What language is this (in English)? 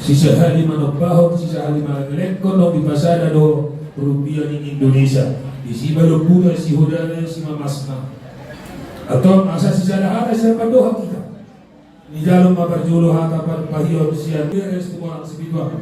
Batak Toba